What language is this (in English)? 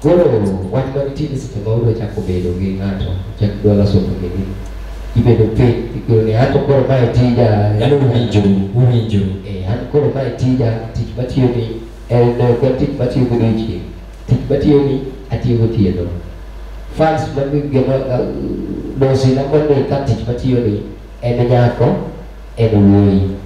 Luo (Kenya and Tanzania)